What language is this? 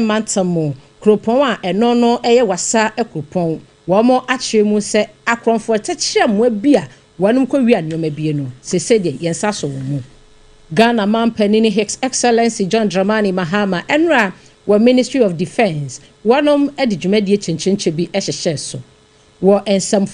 Akan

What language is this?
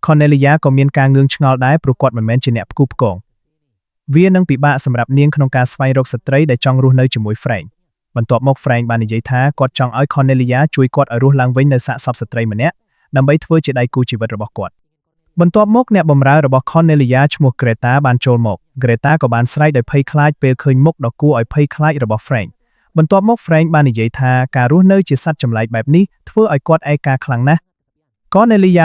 Khmer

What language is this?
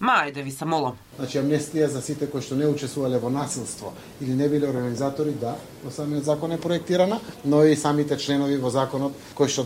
Macedonian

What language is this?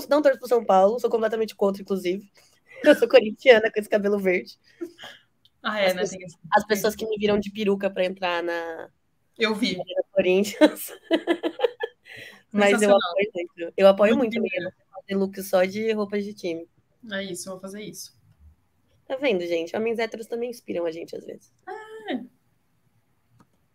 Portuguese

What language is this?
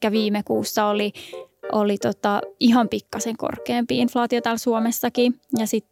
Finnish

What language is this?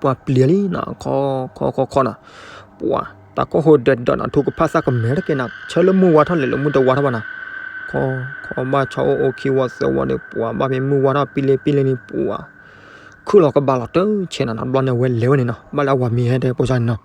S'gaw Karen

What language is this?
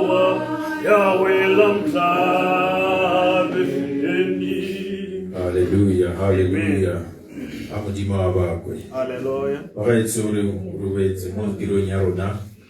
Tswana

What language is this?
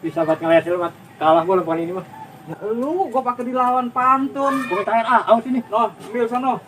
Betawi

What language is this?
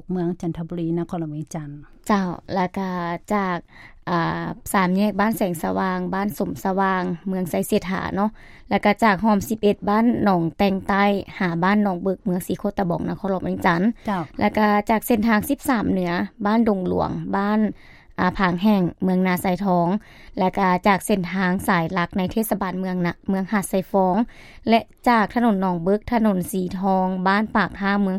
Lao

